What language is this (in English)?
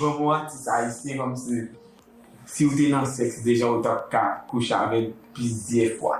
Haitian Creole